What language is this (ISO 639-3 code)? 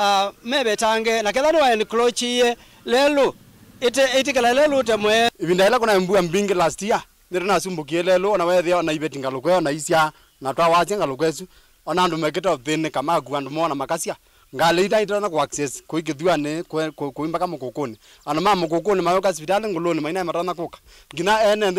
kam